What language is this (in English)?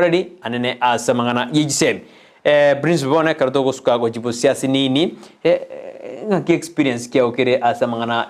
Gusii